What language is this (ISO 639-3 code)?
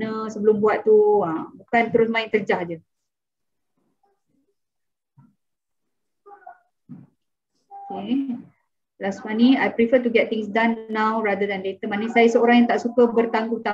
msa